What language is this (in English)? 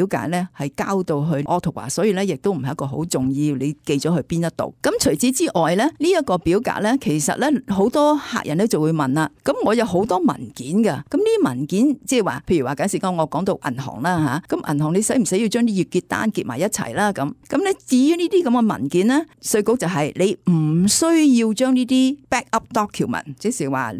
Cantonese